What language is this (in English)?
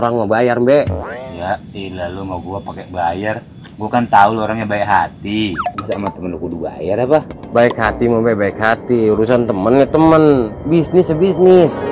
Betawi